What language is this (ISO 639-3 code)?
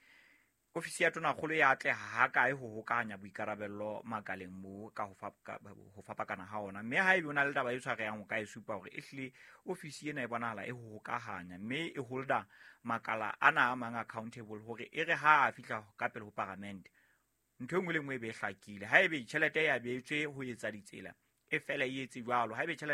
sot